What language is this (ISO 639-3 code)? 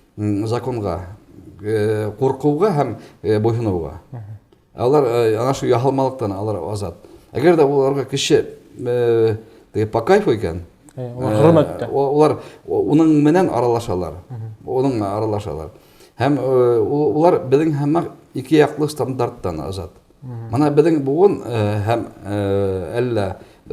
bak